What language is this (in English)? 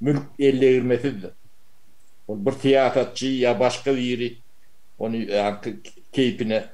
Turkmen